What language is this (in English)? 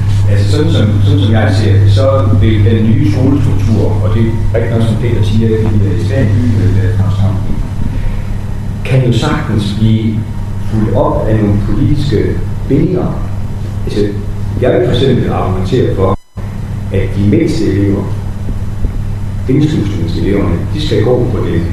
Danish